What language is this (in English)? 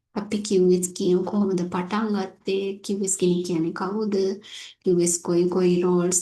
Sinhala